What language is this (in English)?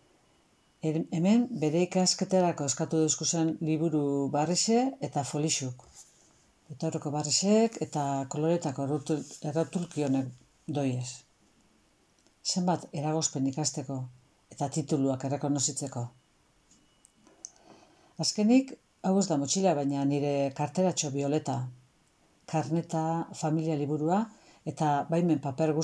Basque